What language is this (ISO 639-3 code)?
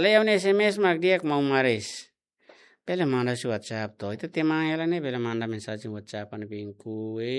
tet